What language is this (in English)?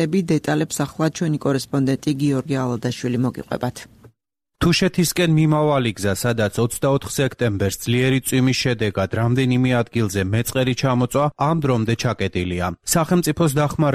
Georgian